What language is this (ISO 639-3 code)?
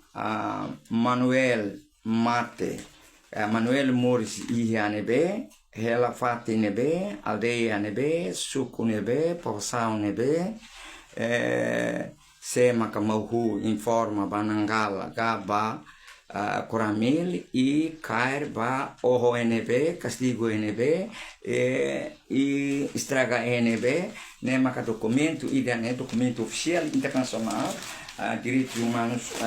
tet